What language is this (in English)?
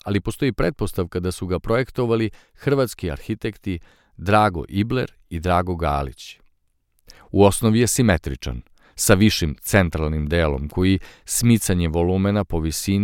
Serbian